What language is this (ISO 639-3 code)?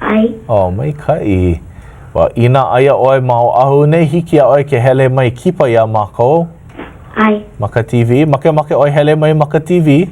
haw